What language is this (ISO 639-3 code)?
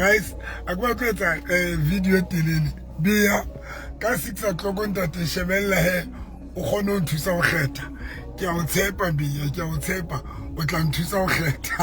sot